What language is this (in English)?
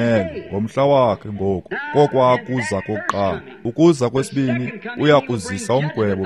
Xhosa